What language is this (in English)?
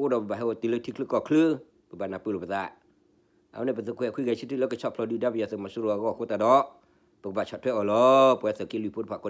S'gaw Karen